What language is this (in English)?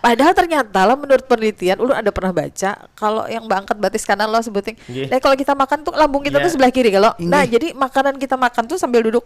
Banjar